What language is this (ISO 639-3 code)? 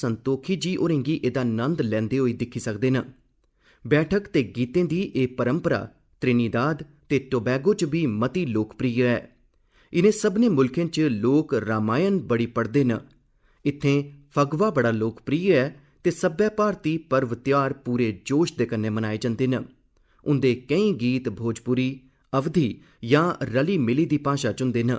doi